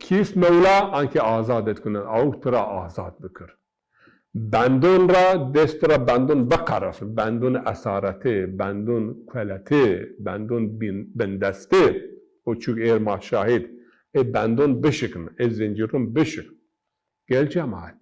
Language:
Zaza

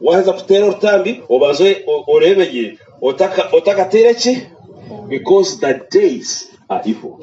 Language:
Nyankole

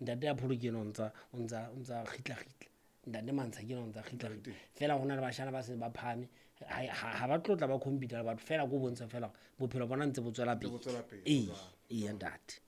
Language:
Southern Sotho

